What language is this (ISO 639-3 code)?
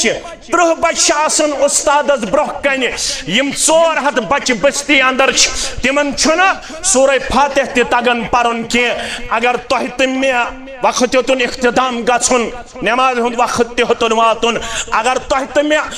kas